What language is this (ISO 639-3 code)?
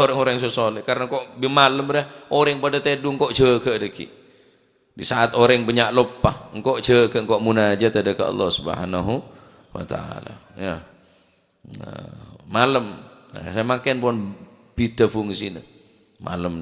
mad